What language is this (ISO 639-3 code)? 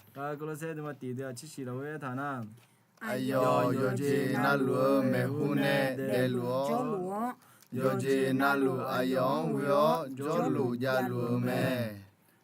ahk